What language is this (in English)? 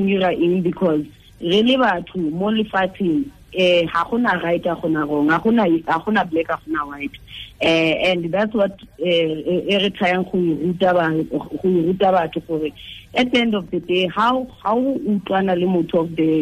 Tswana